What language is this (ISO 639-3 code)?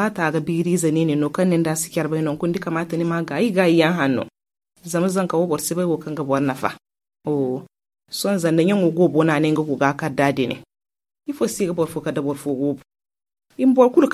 dje